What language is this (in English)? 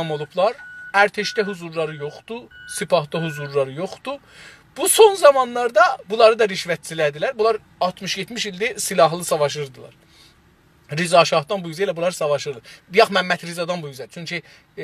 South Azerbaijani